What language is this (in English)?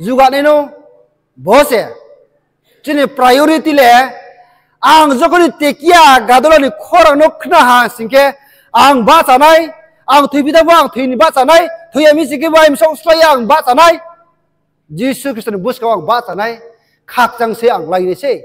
Riang (India)